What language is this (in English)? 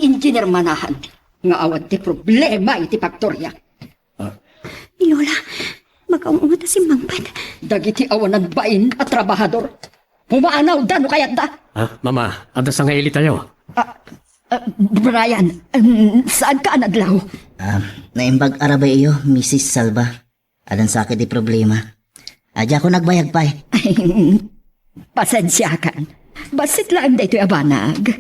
Iloko